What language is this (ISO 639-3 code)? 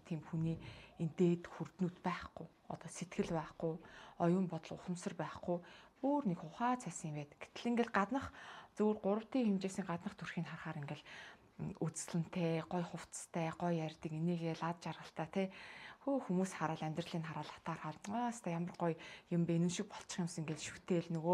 mon